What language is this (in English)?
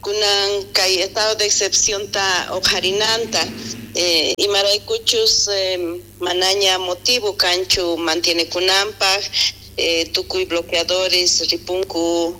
South Bolivian Quechua